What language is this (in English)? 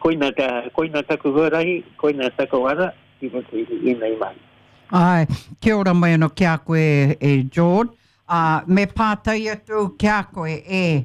Māori